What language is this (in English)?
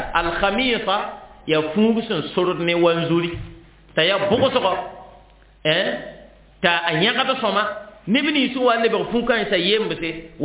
Mossi